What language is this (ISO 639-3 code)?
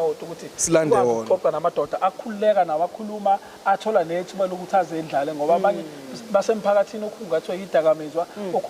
zul